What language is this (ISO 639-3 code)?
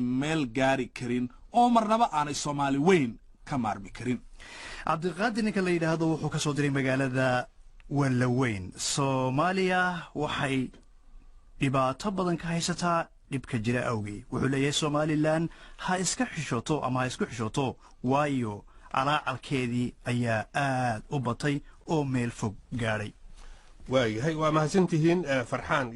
som